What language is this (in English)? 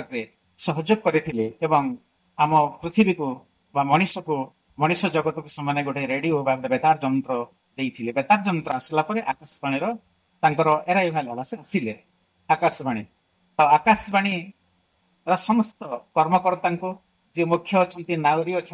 Odia